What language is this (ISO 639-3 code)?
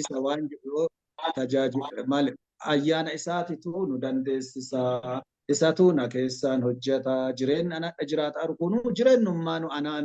orm